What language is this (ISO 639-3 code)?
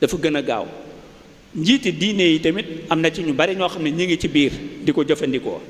wol